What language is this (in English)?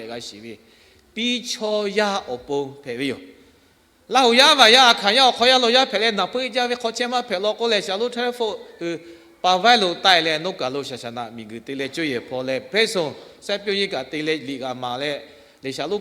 Lahu